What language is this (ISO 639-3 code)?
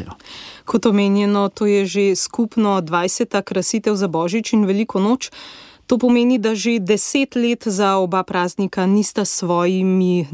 slv